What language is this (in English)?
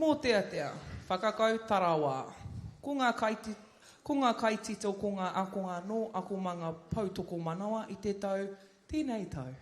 Māori